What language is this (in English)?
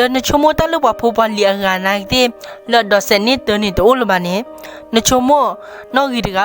S'gaw Karen